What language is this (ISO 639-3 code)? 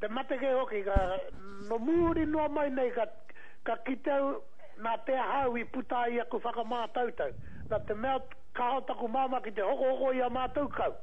mri